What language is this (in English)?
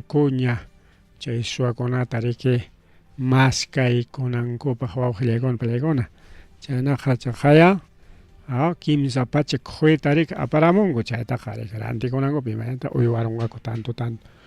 Ayacucho Quechua